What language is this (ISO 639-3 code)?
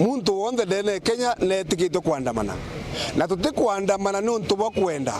mer